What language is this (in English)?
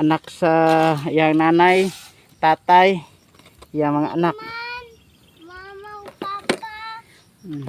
Cebuano